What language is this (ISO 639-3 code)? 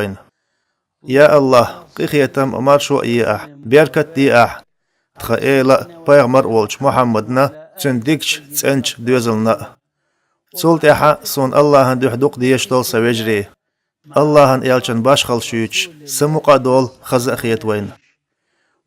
che